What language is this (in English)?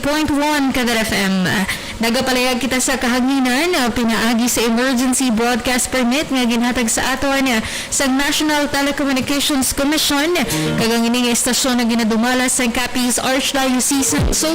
Hiligaynon